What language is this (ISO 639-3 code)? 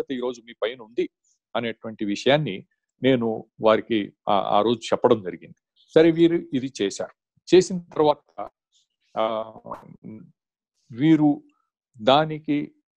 tel